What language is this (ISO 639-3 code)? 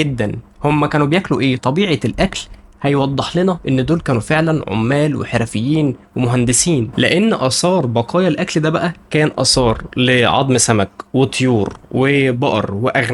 arz